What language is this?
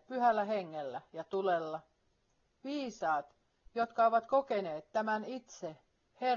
Finnish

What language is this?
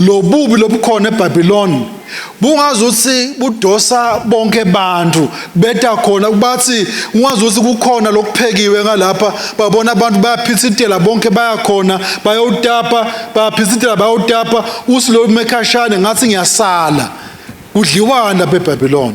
Swati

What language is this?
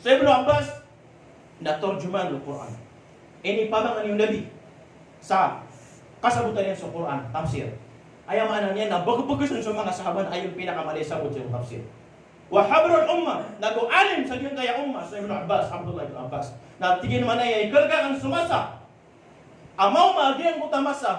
Maranao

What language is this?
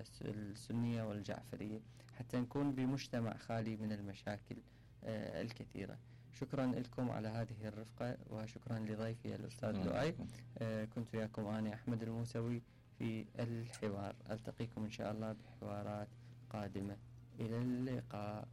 Mesopotamian Arabic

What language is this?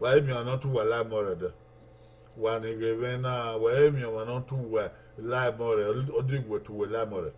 Bini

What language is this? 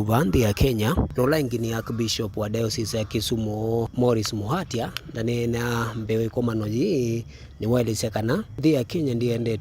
Kamba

